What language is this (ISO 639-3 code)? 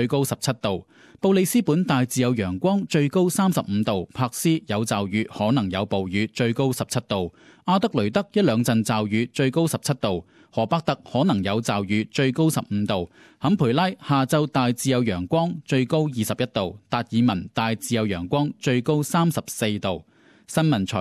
yue